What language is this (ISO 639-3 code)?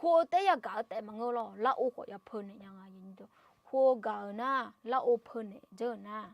ahk